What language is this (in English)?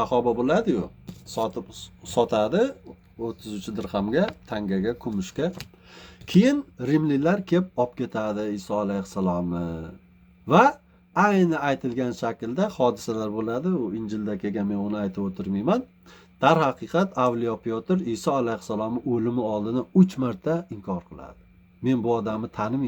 Uzbek